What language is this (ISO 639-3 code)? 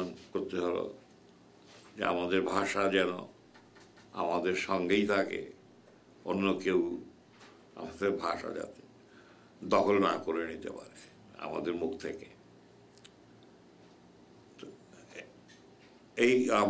ben